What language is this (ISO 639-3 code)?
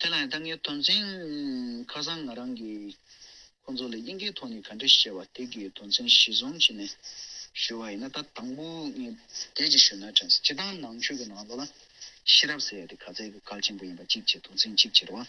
bod